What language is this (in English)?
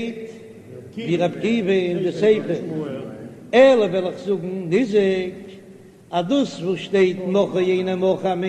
Yiddish